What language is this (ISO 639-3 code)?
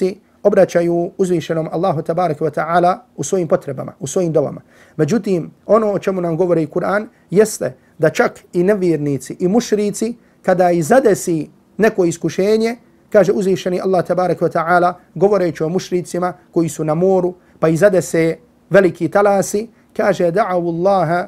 bos